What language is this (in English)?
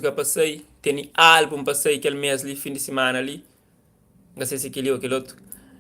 Kabuverdianu